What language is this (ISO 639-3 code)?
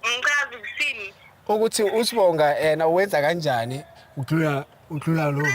zul